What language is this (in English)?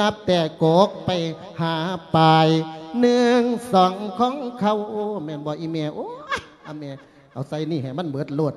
Lao